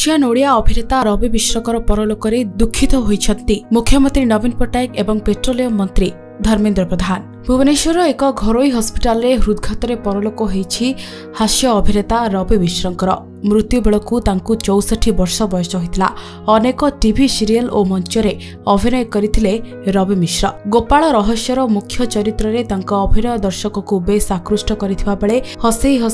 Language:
Odia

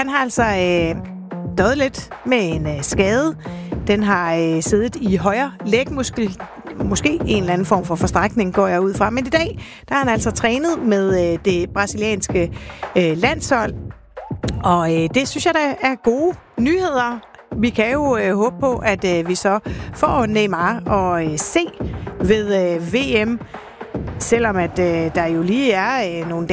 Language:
Danish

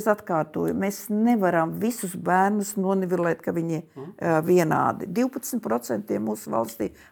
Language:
Latvian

